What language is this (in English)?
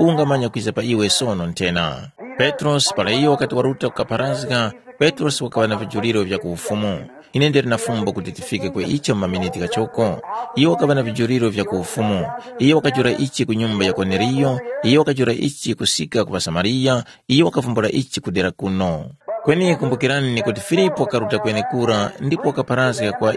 Tumbuka